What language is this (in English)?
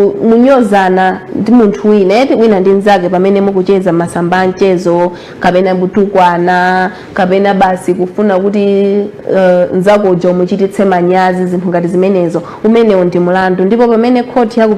Nyanja